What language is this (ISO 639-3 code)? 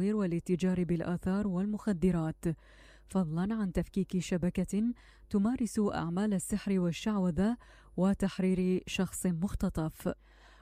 acm